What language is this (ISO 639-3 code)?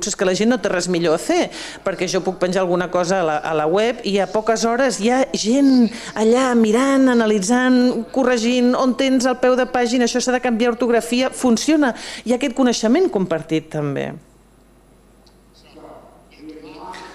cat